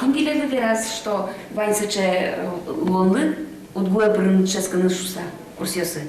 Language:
Udmurt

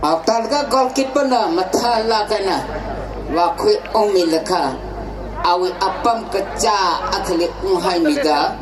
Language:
Tangkhul Naga (India)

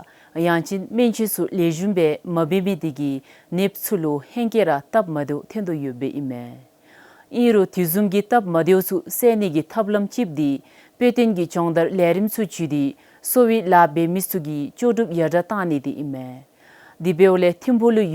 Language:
Dzongkha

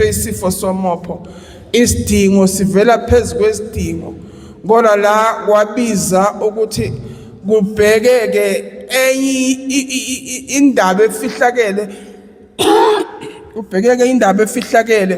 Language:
Zulu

